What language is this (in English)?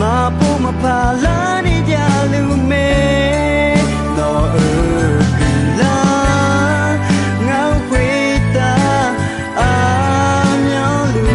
Akha